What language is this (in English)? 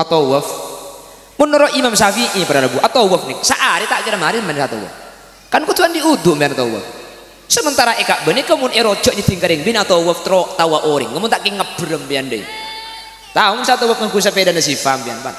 Madurese